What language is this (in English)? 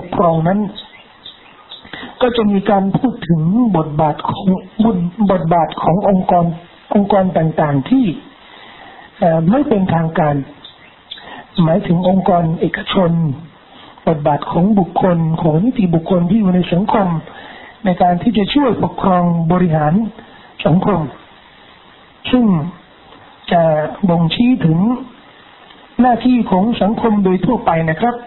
Thai